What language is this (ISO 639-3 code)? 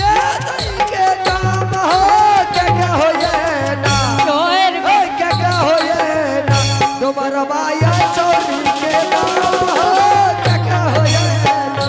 anp